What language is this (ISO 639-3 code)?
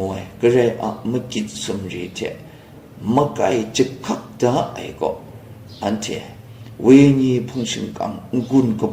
kac